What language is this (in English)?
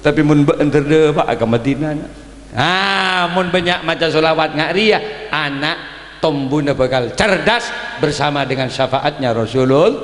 Madurese